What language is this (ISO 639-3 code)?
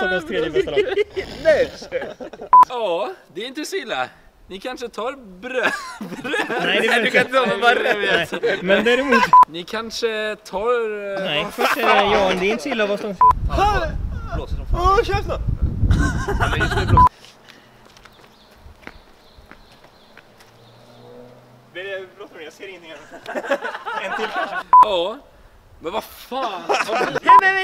swe